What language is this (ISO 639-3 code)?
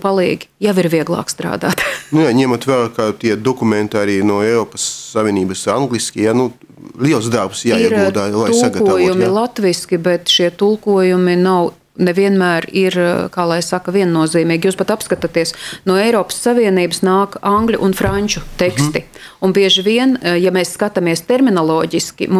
lav